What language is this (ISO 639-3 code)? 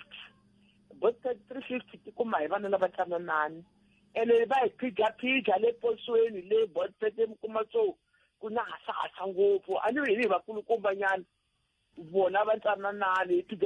tso